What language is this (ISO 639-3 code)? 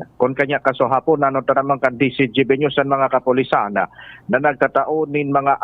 bik